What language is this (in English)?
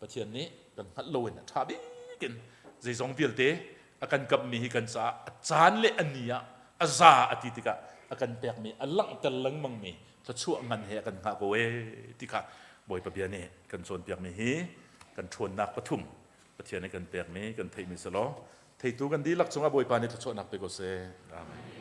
Hakha Chin